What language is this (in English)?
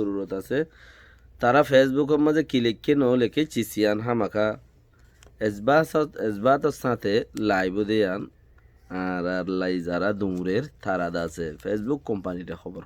Rohingya